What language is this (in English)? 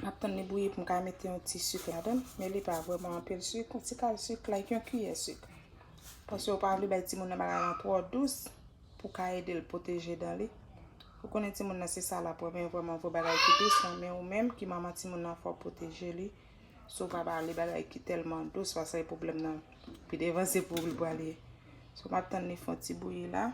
Haitian Creole